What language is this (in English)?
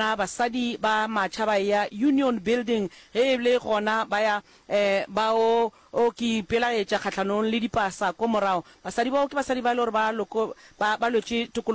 Northern Sotho